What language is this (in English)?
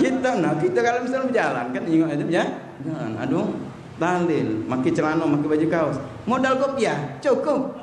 Musi